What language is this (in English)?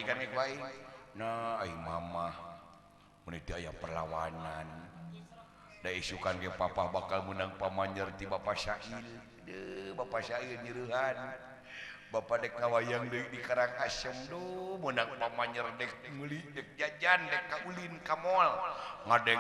Sundanese